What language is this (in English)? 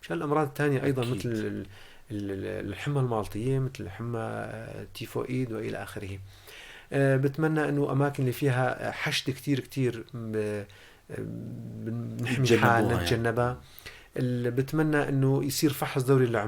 North Levantine Arabic